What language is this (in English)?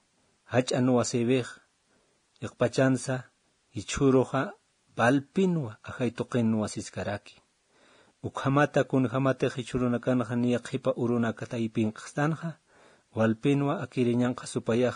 Aymara